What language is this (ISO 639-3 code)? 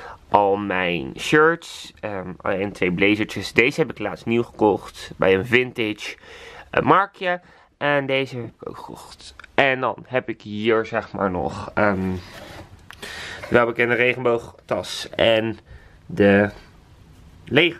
nld